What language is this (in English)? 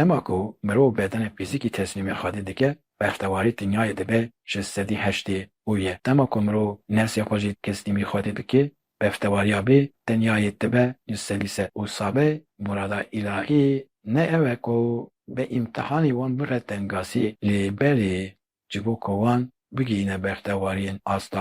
Kurdish